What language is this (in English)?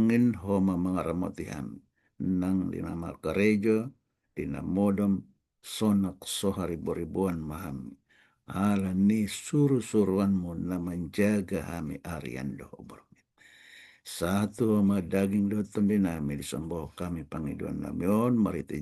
Batak Toba